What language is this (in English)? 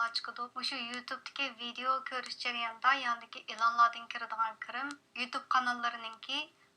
Uyghur